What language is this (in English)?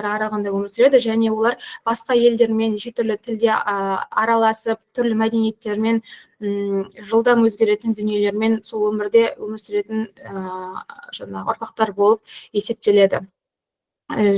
Kazakh